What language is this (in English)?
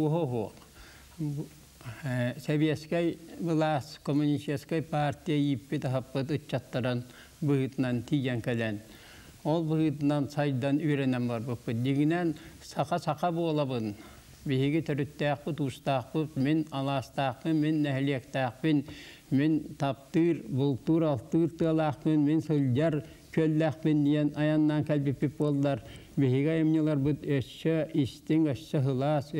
Yakut